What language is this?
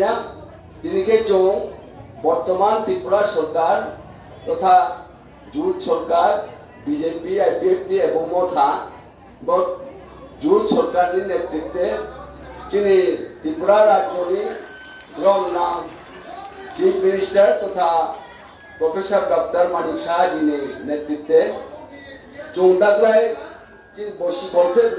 Riang (India)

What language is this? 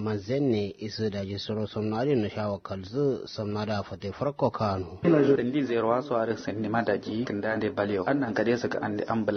Kanuri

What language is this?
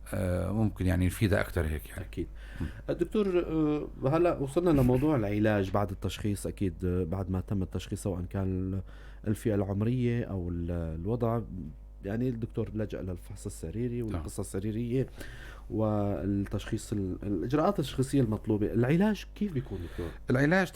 North Levantine Arabic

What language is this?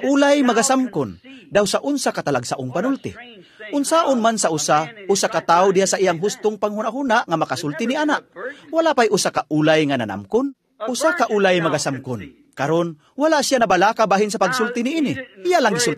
Cebuano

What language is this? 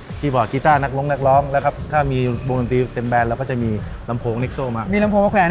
Thai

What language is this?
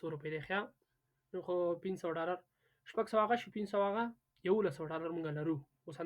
Pashto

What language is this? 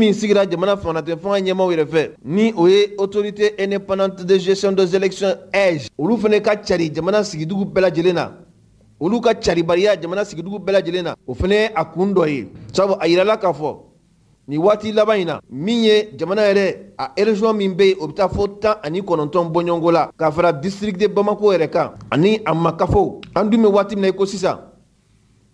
Mandingo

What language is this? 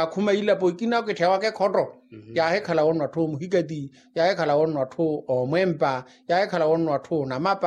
Makhuwa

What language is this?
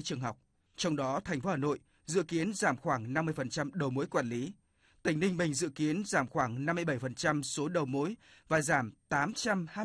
Vietnamese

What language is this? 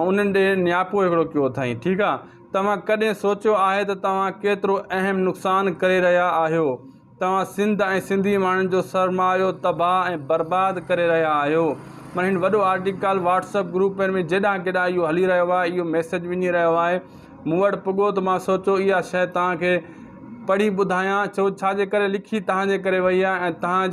Sindhi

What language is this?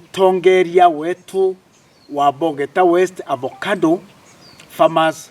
Meru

